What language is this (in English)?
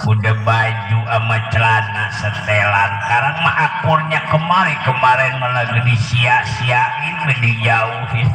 Betawi